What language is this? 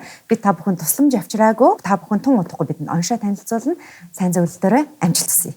Mongolian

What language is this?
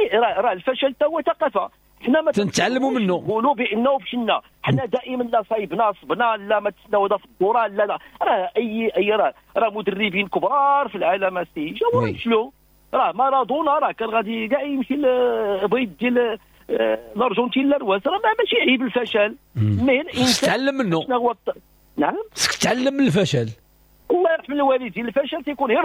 Moroccan Arabic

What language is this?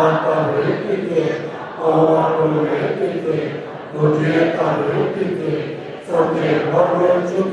Tibetan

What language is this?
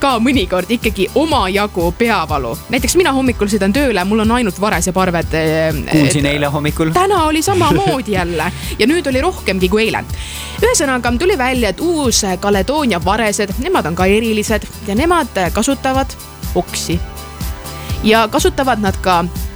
Estonian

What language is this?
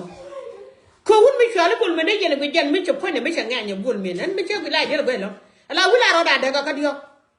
Nuer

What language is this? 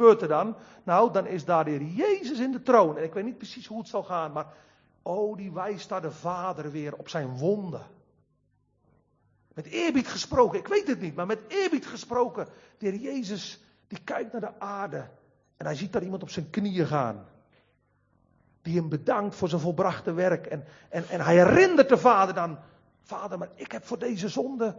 Dutch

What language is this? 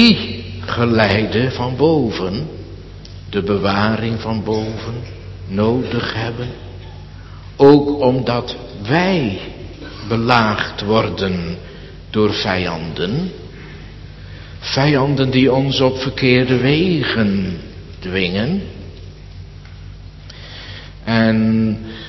Dutch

